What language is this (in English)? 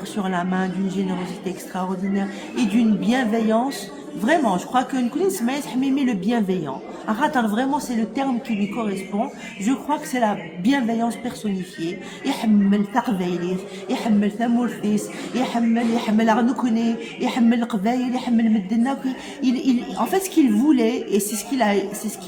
Kabyle